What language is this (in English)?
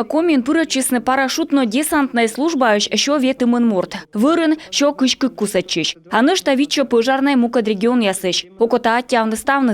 Komi